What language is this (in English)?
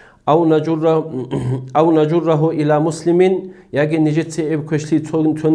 Avaric